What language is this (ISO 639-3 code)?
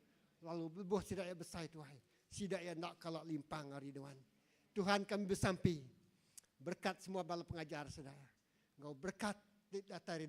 iba